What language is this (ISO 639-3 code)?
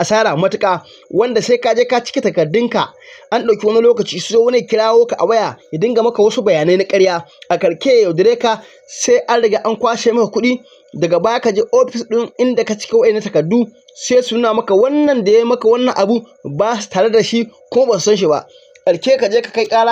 hau